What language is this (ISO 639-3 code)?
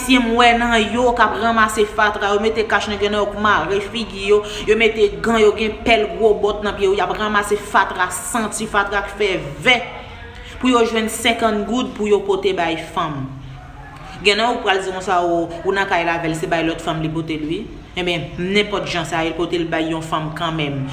hat